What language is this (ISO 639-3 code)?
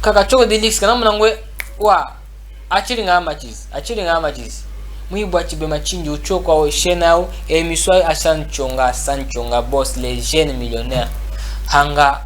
cjk